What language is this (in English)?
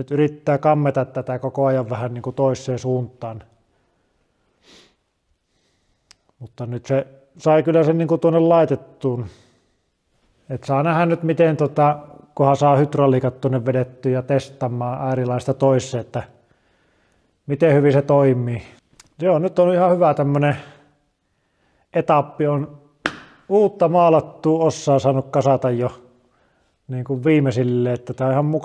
Finnish